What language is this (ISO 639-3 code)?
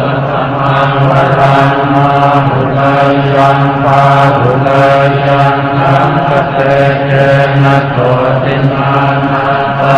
pli